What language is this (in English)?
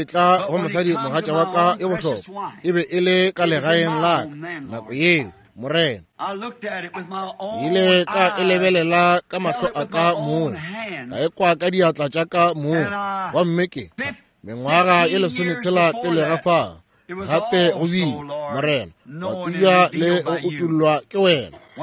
Northern Sotho